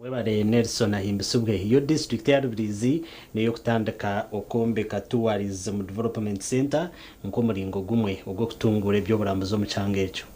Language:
Nyankole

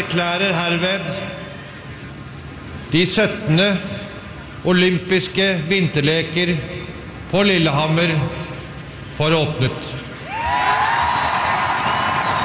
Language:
Norwegian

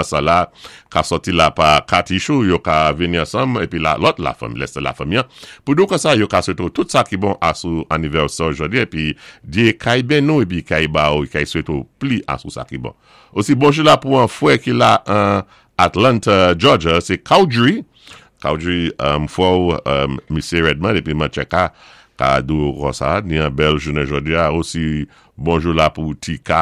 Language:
Saint Lucian Creole French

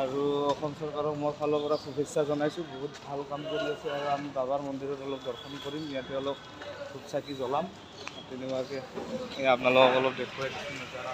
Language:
Assamese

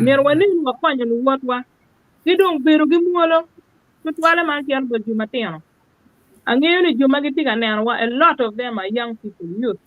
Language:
Acoli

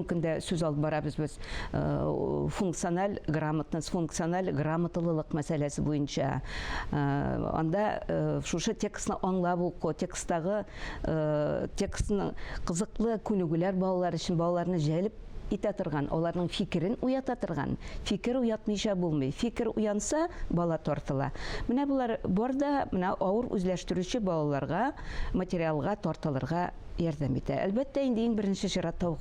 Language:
Tatar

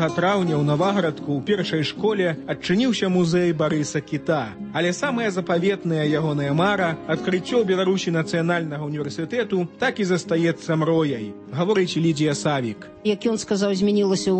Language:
Belarusian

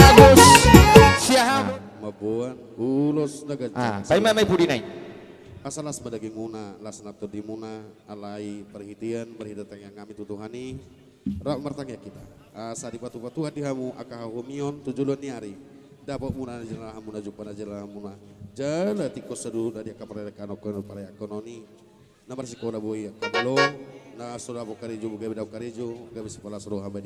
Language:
Batak Toba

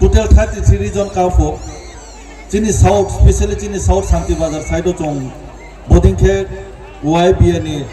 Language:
Riang (India)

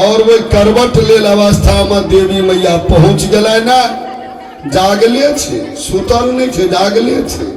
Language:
Maithili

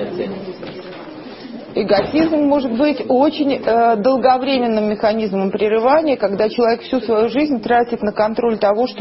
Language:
Russian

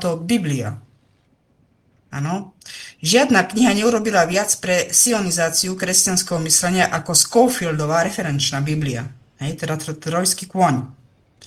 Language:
Slovak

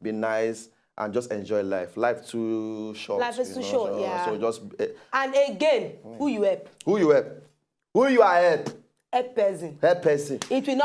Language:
Nigerian Pidgin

